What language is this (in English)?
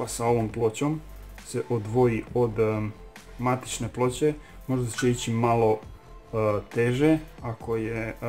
Croatian